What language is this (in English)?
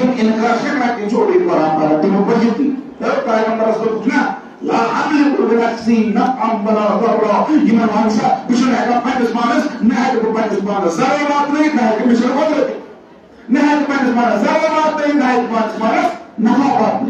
Kashmiri